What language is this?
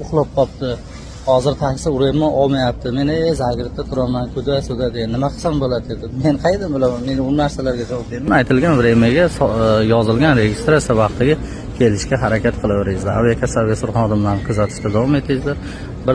Uzbek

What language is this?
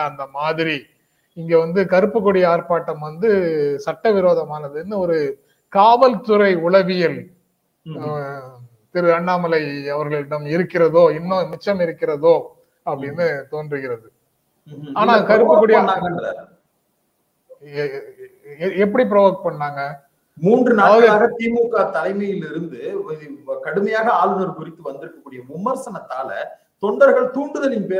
Tamil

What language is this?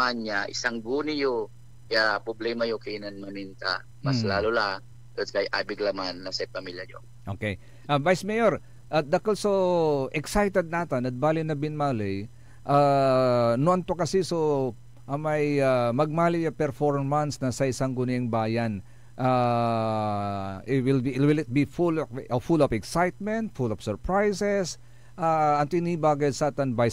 Pangasinan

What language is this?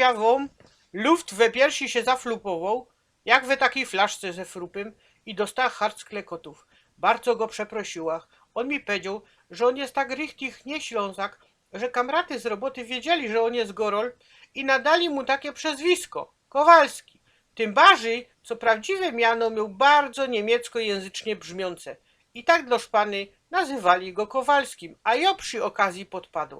Silesian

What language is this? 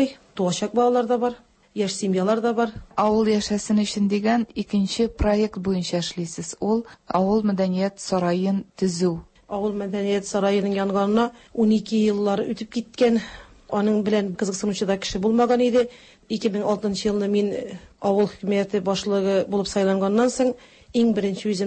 Tatar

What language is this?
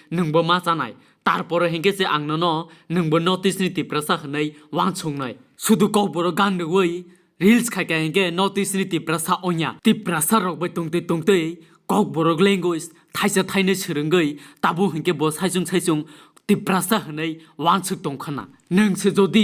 Kok Borok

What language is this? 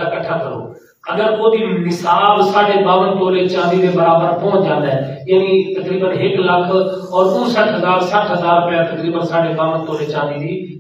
Saraiki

